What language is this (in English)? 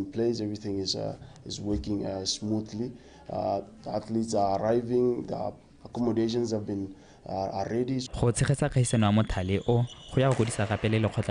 Tswana